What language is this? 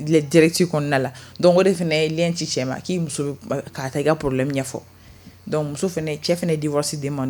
Bambara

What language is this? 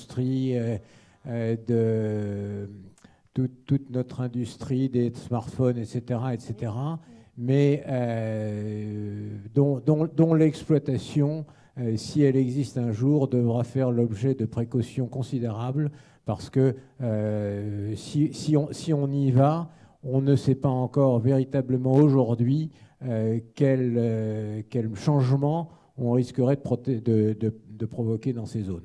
French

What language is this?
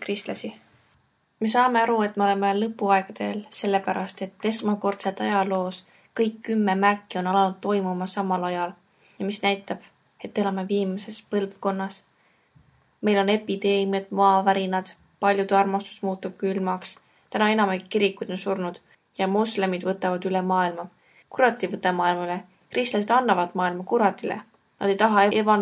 Estonian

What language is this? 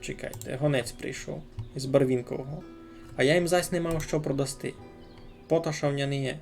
Rusyn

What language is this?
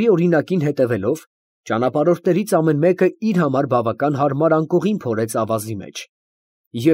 Armenian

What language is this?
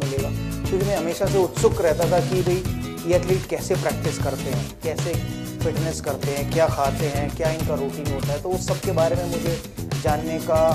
Hindi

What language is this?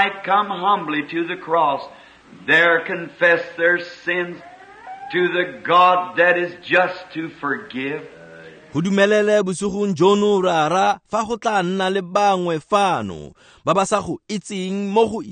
Tswana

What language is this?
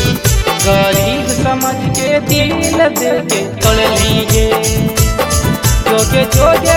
Bhojpuri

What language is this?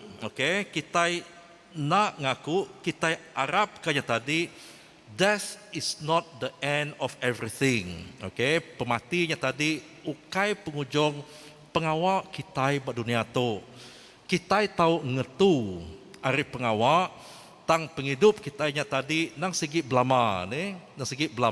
Iban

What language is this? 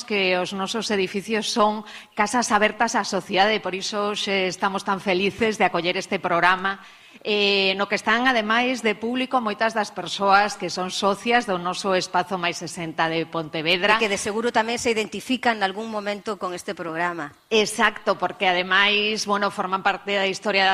Galician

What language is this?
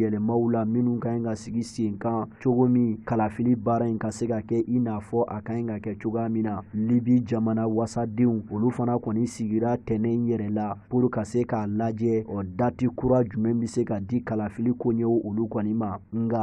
Bambara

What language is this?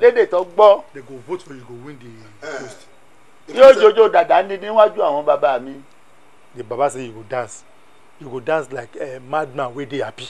Yoruba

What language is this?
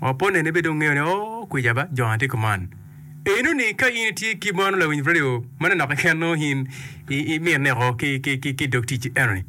Acoli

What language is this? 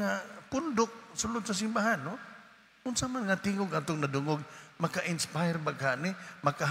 Cebuano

